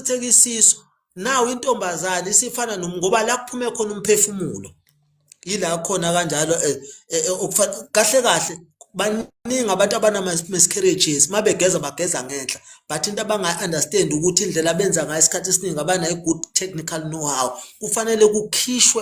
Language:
Zulu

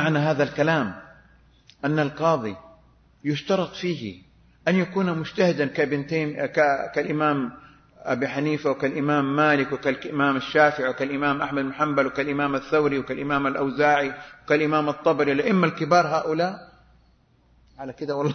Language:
Arabic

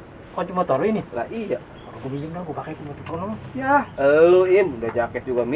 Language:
Betawi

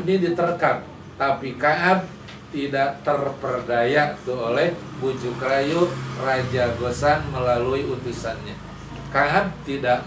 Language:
Indonesian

